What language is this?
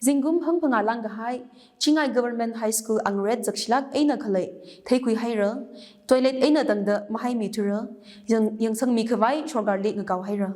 Tangkhul Naga (India)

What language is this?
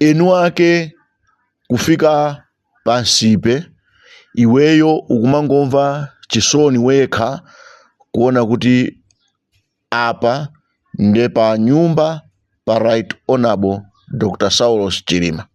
Nyanja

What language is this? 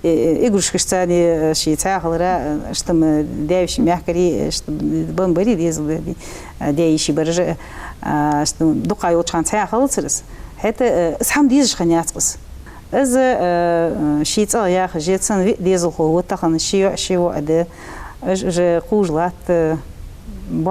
Ingush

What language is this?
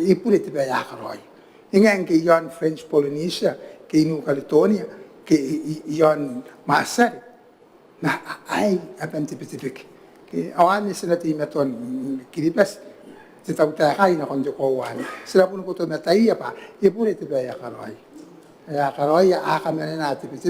Gilbertese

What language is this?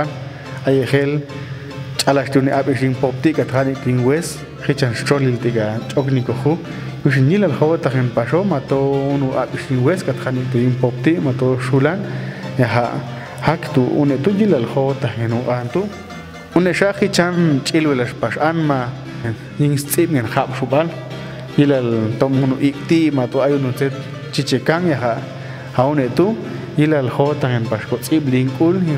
Popti'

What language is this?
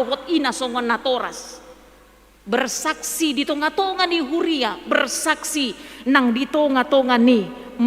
Batak Toba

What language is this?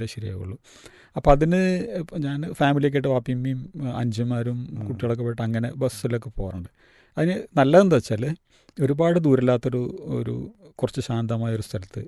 Malayalam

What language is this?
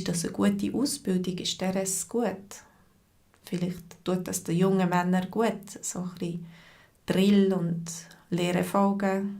Swiss German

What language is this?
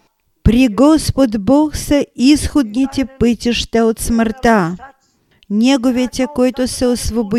Bulgarian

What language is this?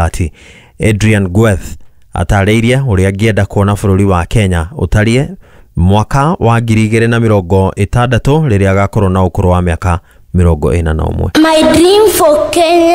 Kikuyu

